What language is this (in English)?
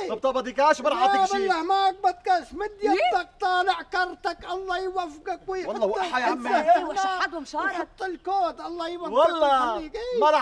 North Levantine Arabic